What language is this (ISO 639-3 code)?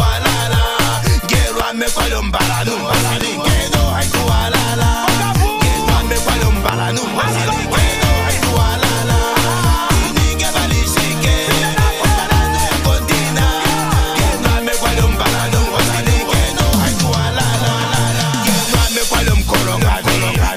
swa